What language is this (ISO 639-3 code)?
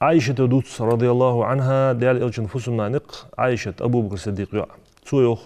inh